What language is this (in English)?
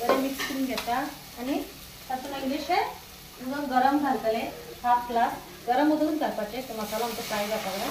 Konkani